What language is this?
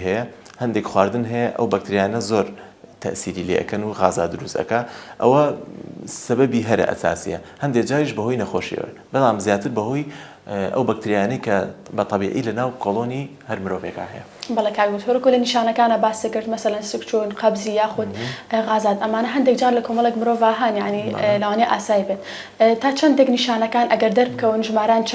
Central Kurdish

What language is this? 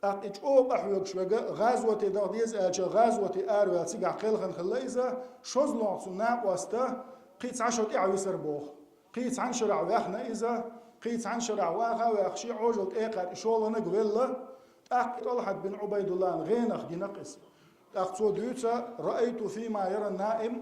Chechen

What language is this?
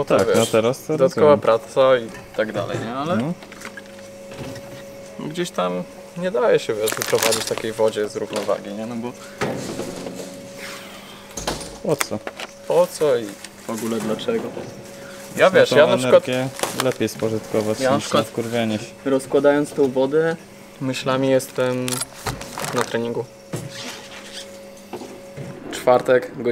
Polish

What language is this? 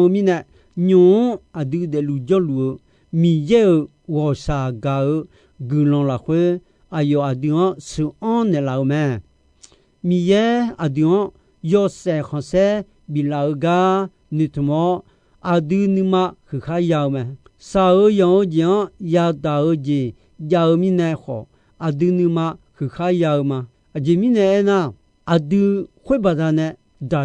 Akha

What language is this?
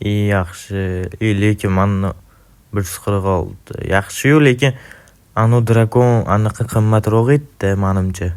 Uzbek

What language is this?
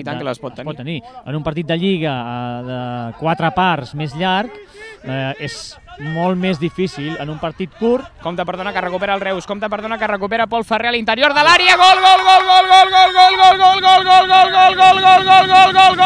Catalan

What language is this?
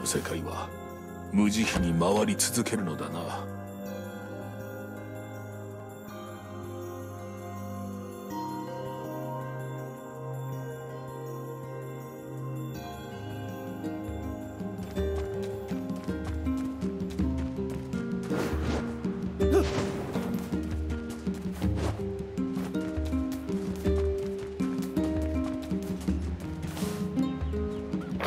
Japanese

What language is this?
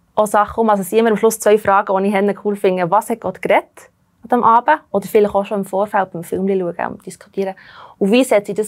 Swiss German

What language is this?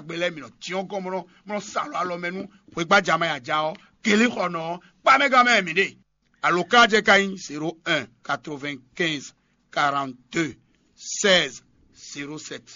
Fon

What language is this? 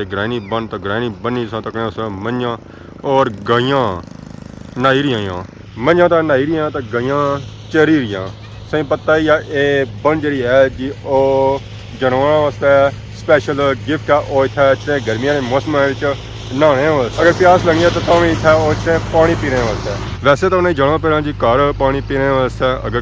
Pahari-Potwari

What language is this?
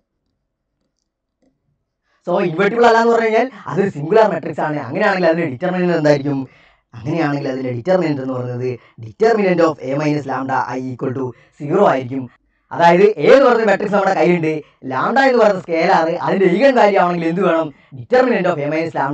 Malayalam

